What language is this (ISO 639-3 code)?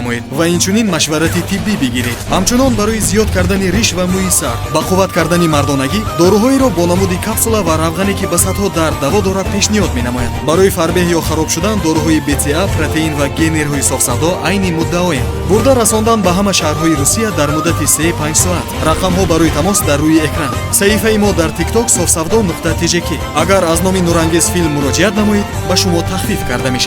fas